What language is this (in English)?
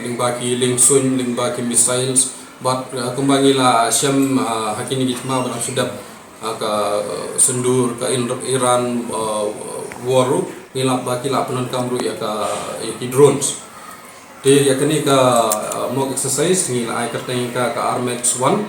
Khasi